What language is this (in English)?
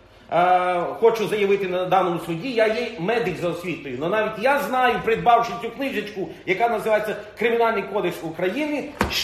Ukrainian